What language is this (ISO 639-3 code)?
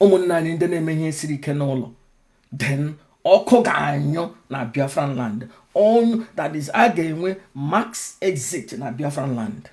ibo